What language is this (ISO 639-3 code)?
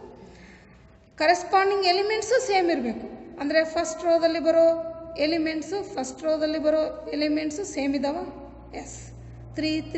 kan